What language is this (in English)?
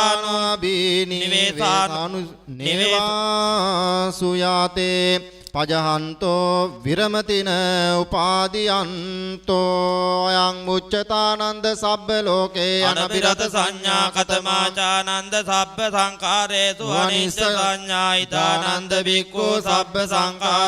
Pali